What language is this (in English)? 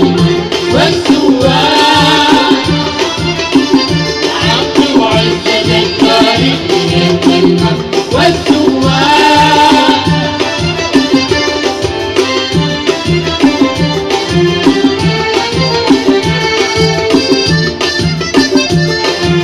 Arabic